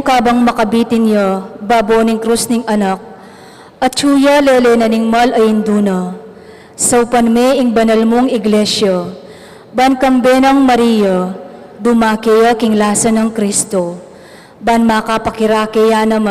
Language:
Pampanga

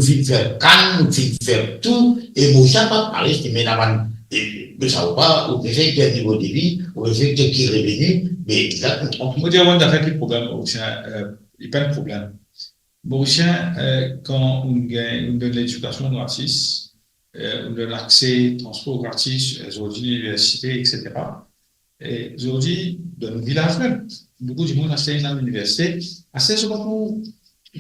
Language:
Morisyen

